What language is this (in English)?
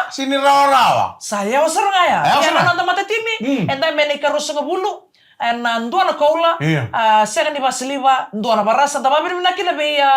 Fijian